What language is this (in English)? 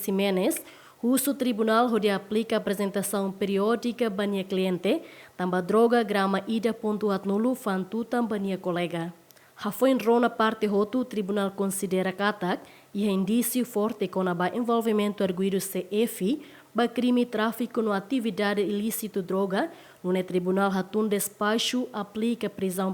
Tetum